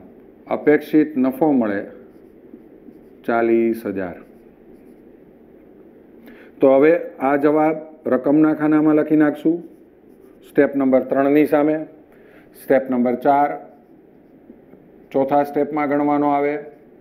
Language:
Gujarati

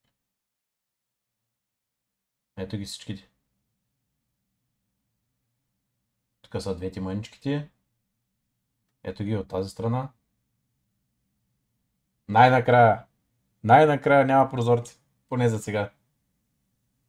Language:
Bulgarian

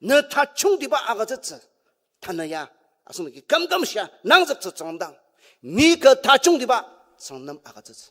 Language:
Ao Naga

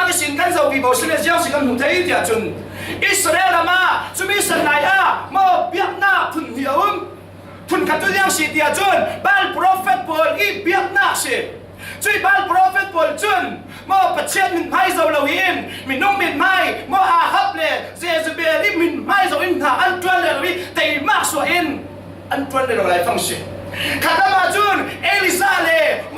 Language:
Falam Chin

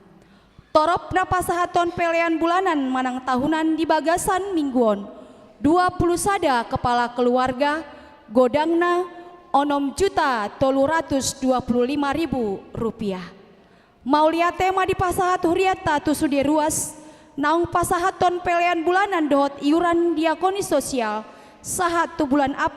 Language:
Batak Toba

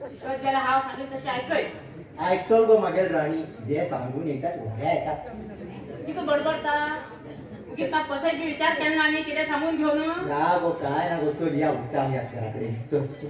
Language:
Konkani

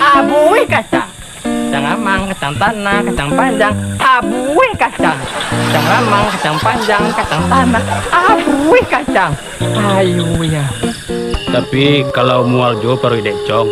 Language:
Minangkabau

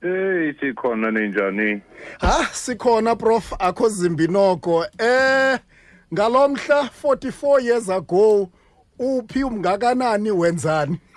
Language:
Xhosa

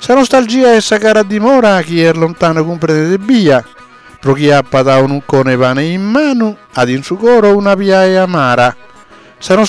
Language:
Sardinian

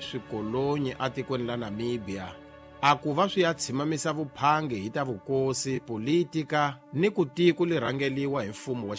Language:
Tsonga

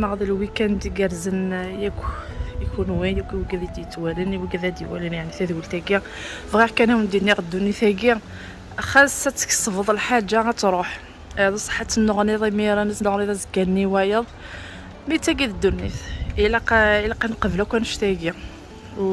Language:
Kabyle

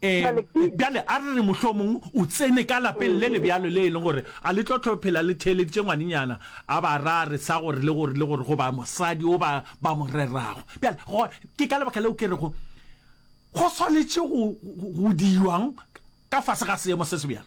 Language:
Northern Sotho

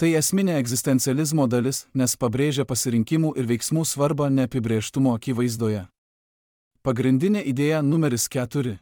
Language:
Lithuanian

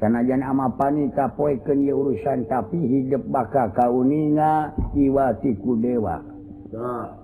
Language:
Sundanese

